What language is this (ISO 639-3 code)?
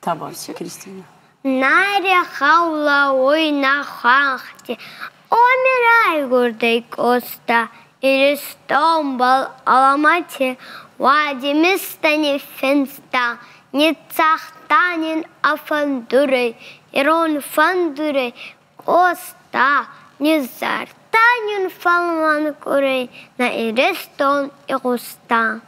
oss